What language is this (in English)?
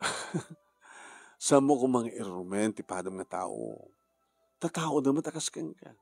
Iloko